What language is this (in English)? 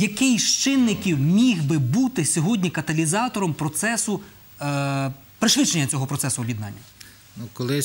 Ukrainian